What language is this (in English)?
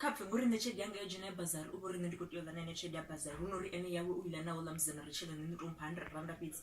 Venda